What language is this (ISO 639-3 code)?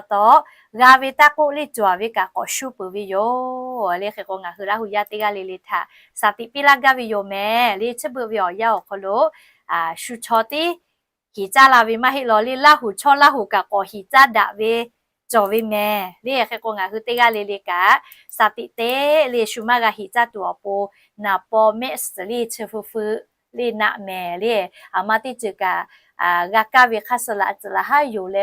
lhu